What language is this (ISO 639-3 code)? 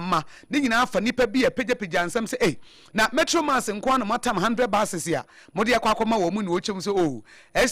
aka